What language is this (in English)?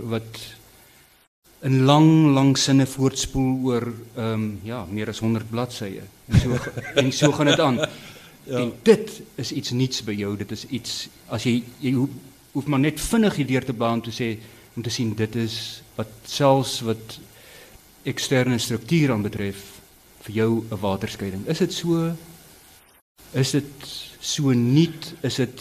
Afrikaans